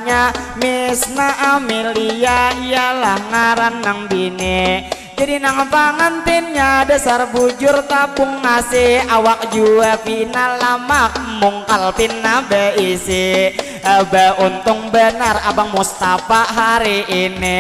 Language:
Banjar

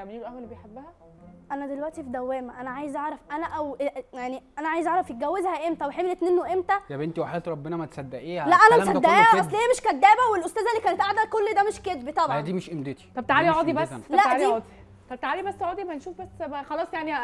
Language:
Egyptian Arabic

